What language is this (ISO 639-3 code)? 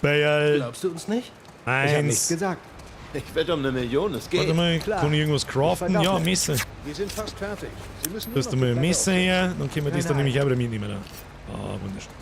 bar